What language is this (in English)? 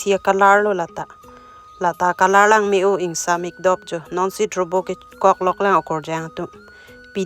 Karbi